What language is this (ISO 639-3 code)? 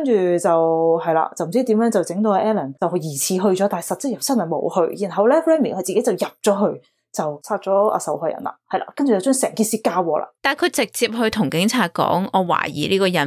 yue